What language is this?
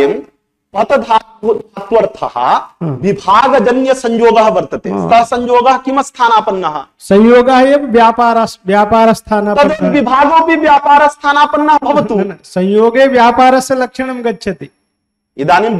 Sanskrit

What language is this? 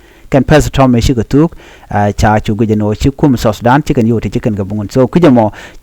Nuer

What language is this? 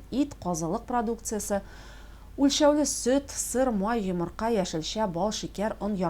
Tatar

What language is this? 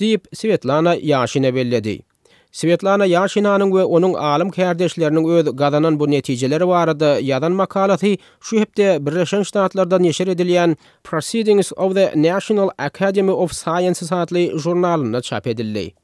Turkmen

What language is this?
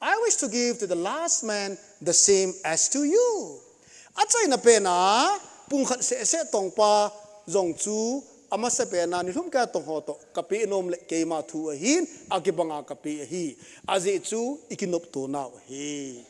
Thado Chin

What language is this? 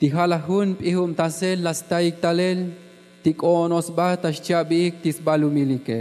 Tzotzil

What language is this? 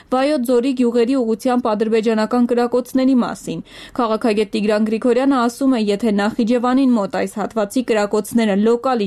Armenian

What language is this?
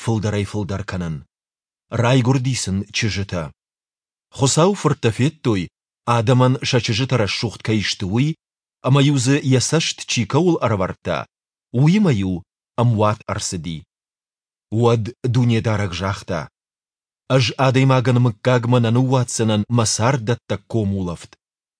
Ossetic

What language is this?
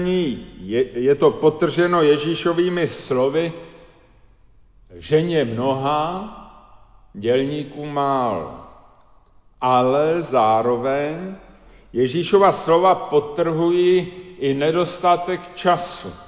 Czech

